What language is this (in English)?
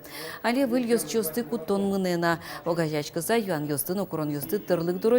Udmurt